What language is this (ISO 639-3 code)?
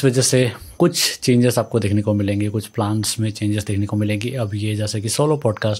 hin